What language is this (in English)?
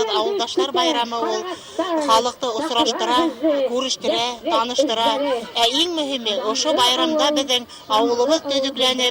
Bashkir